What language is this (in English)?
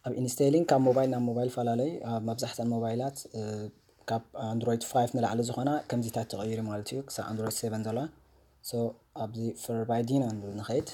Tigrinya